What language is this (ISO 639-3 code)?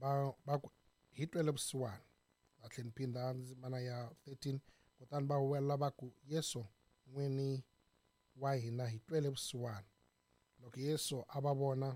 tso